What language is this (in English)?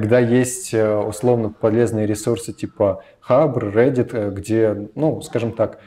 Russian